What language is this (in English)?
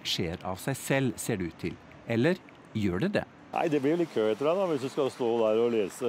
Norwegian